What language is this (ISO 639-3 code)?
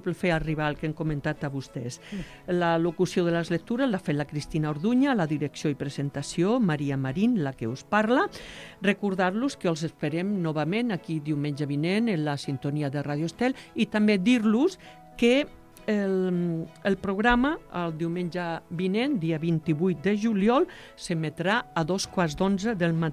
cat